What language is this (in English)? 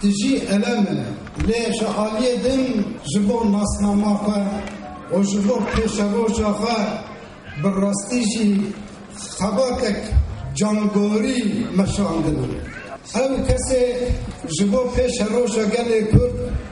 Kurdish